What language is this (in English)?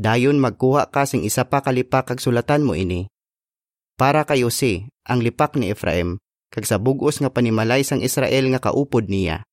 Hiligaynon